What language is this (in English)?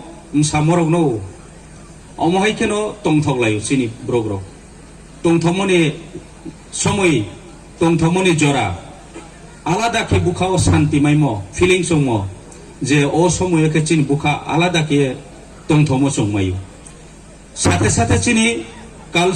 Riang (India)